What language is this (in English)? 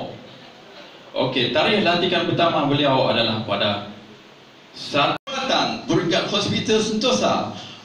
Malay